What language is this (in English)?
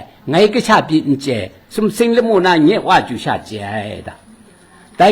Kachin